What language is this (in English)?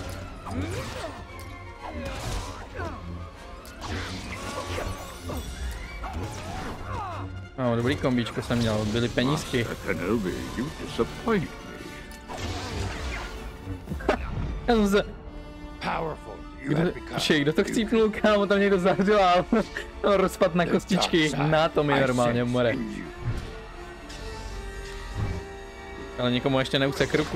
Czech